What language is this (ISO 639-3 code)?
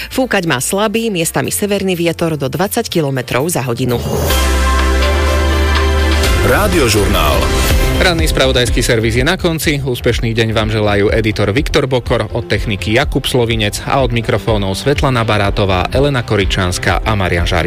slk